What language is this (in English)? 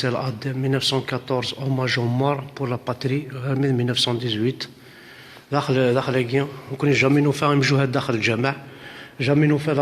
Kabyle